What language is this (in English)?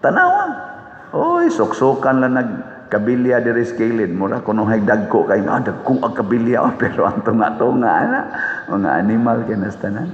Cebuano